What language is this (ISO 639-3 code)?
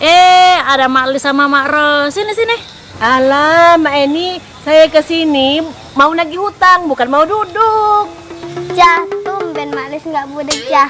mui